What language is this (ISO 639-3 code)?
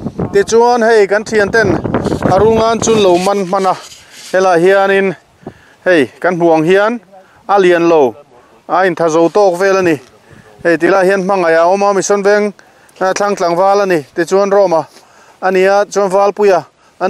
lus